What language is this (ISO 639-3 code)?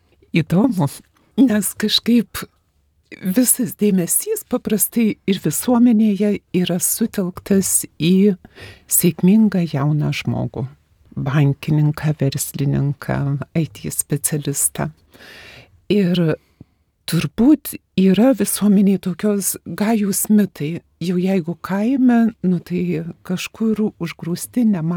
lit